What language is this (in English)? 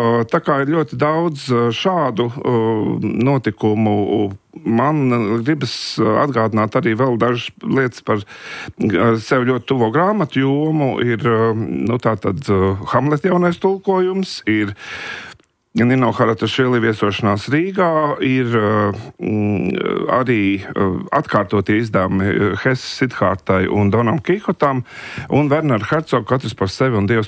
Latvian